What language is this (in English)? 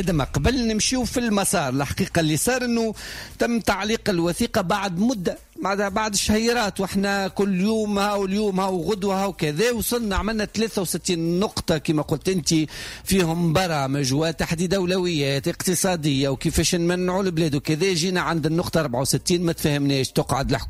Tunisian Arabic